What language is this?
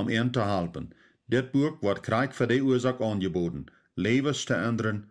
Plautdietsch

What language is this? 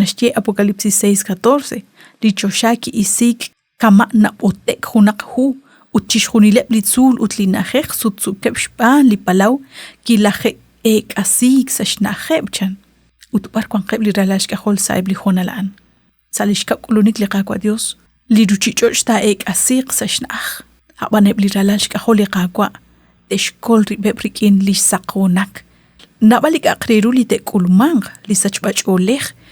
Kekchí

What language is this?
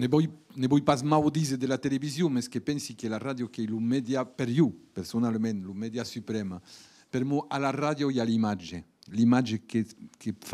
Occitan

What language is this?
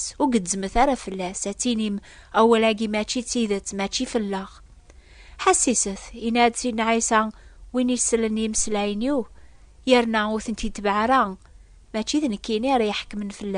Kabyle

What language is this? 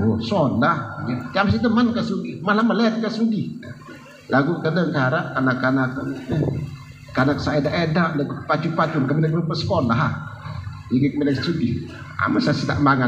Sasak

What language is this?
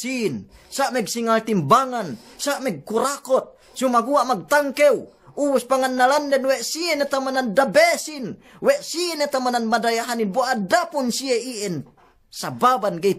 Yakan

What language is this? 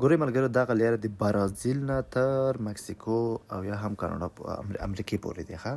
Pashto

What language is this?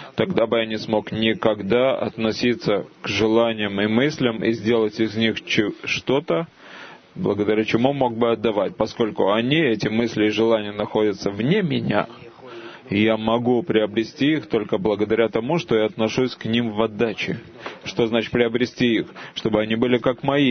Russian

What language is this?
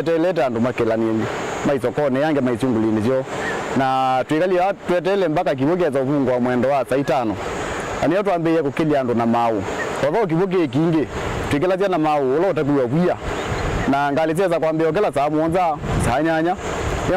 Kamba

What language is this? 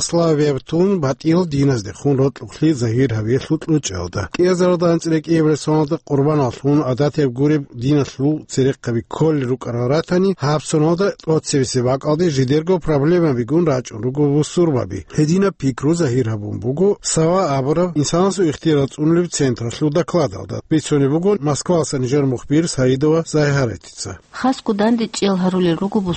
Avaric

